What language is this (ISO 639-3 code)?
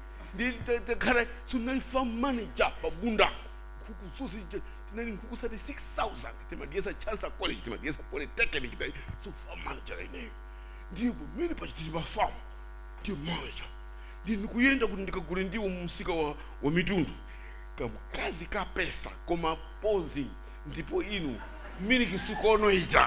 nya